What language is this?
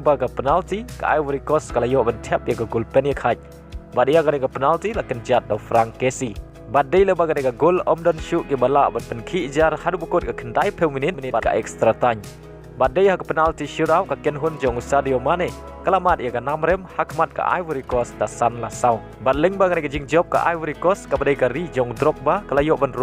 Khasi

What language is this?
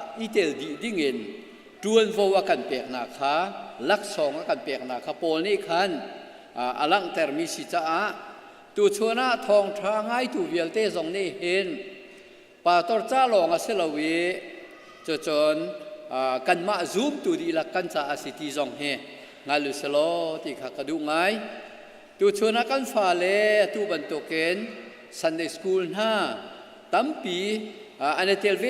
Hakha Chin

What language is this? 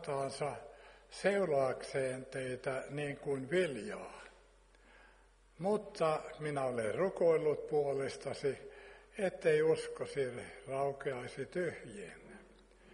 Finnish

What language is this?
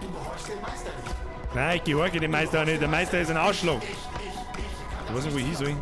Bavarian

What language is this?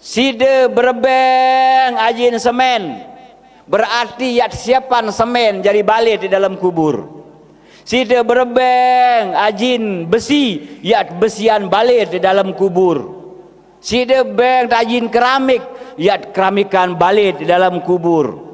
Sasak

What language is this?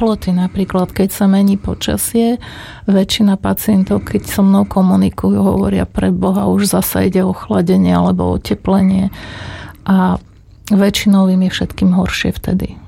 Slovak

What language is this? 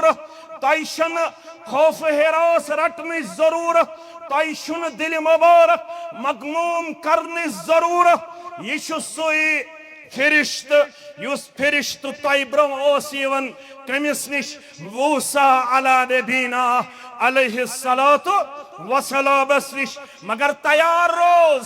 Kashmiri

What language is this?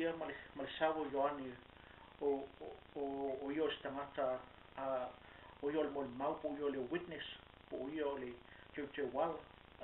Samoan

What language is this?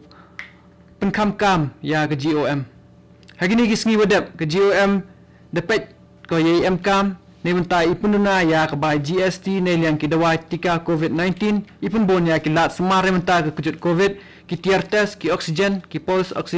Khasi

